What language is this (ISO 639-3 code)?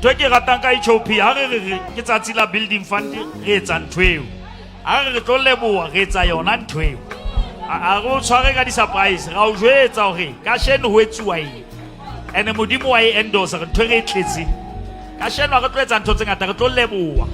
sot